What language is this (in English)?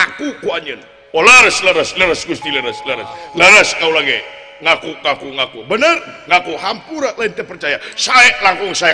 Sundanese